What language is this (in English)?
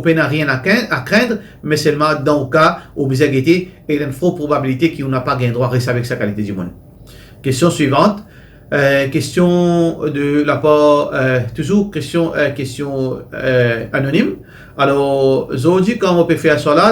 Morisyen